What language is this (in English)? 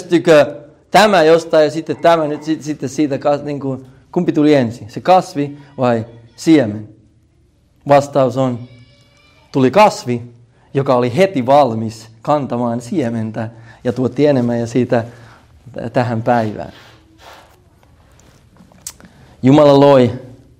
Finnish